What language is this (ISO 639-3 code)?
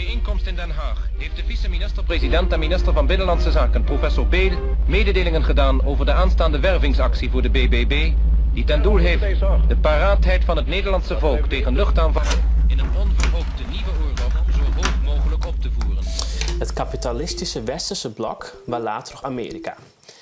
fry